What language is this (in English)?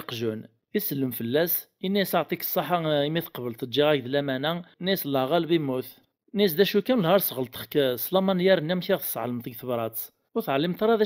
Kabyle